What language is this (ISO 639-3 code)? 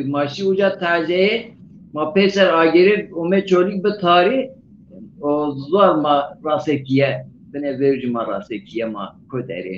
zza